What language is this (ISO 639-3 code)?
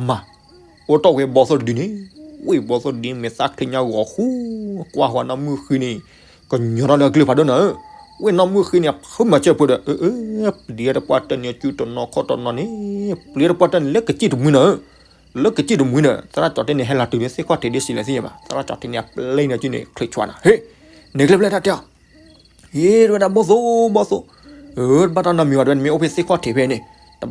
ksw